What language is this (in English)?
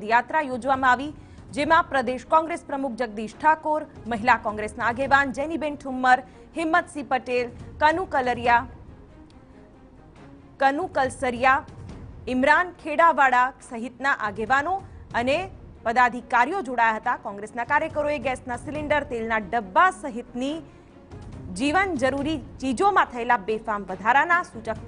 Gujarati